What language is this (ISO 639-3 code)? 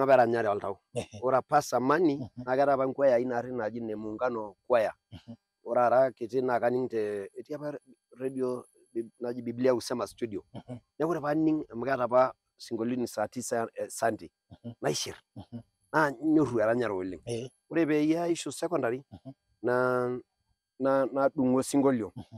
mas